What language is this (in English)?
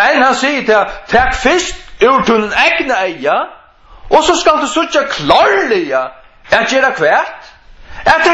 Faroese